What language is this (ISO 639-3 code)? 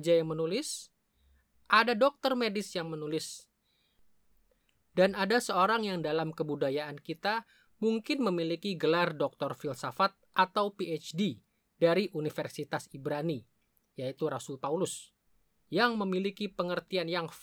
ind